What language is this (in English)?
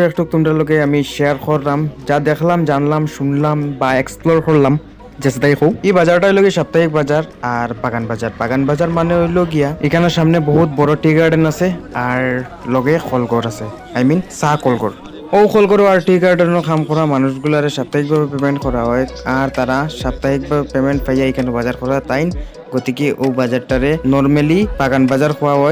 Sylheti